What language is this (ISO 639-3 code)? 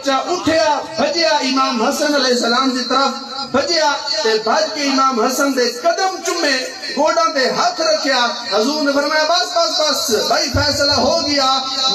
skr